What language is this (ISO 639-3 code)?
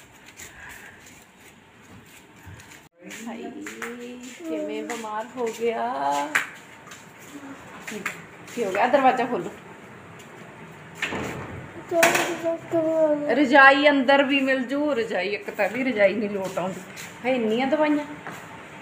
pan